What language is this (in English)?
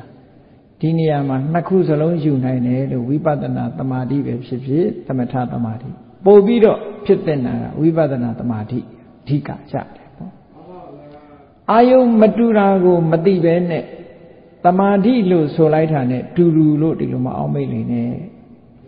Burmese